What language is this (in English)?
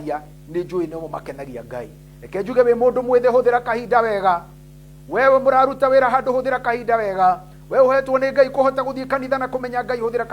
Kikuyu